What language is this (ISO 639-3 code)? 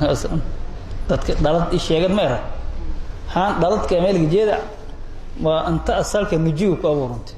som